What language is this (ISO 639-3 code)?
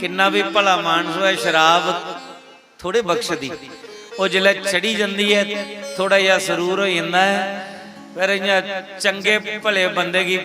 doi